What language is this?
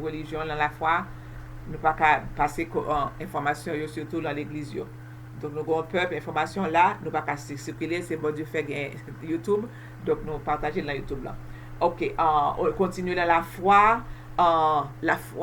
Haitian Creole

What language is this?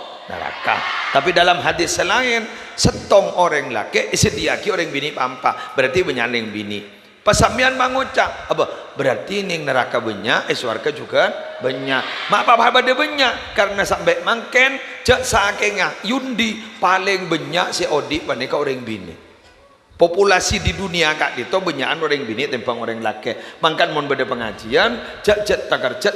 Madurese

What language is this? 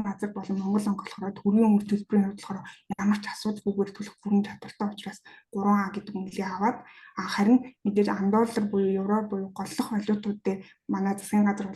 Mongolian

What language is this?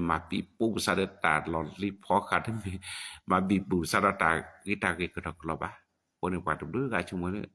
S'gaw Karen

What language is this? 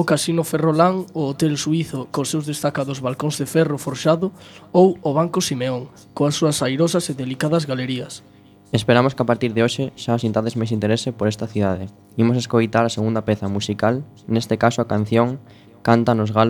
Galician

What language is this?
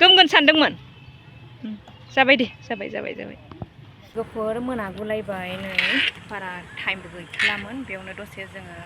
Bodo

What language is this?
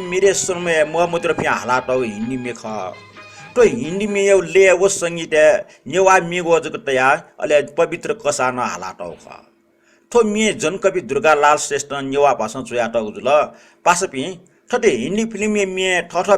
Newari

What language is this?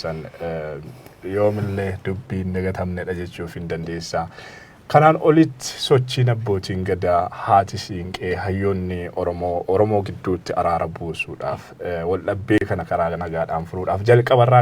Oromo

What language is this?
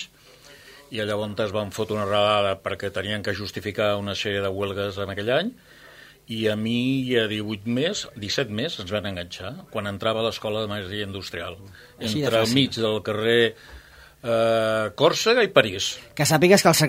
Catalan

